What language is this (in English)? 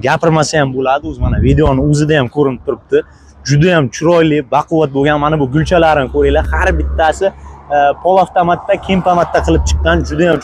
Uzbek